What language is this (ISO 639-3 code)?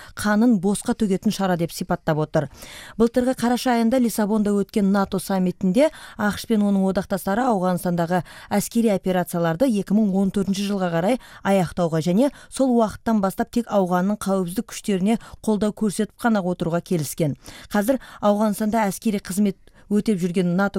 kaz